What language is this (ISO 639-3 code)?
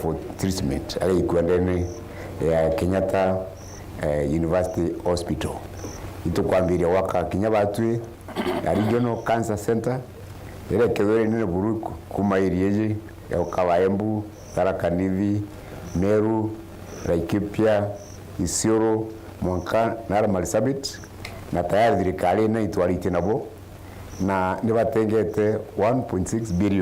mer